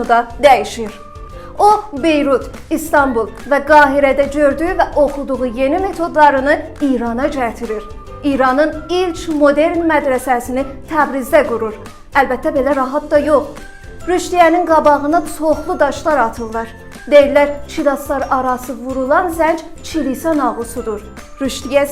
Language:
South Azerbaijani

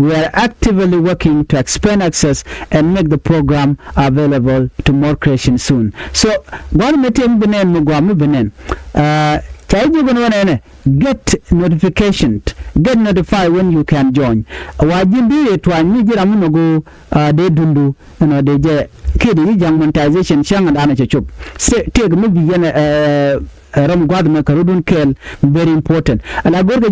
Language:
Nuer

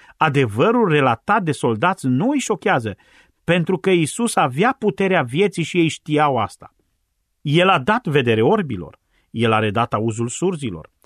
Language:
Romanian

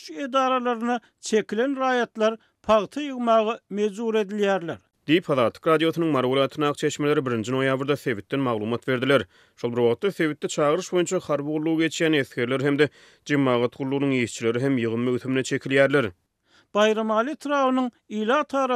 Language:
Turkmen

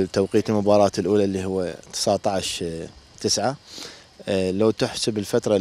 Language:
Mesopotamian Arabic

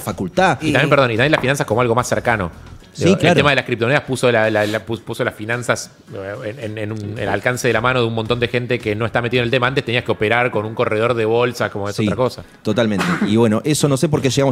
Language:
Spanish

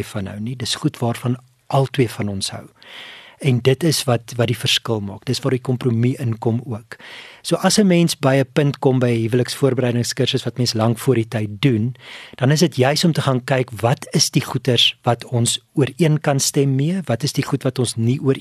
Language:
Afrikaans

